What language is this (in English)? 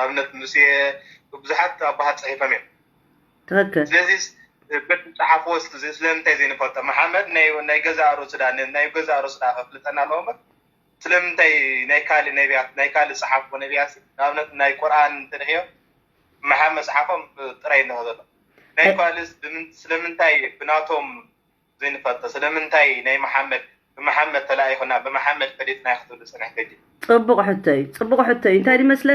Tigrinya